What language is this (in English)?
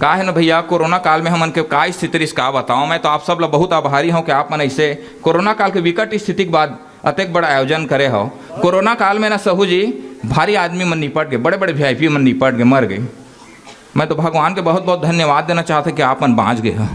Chhattisgarhi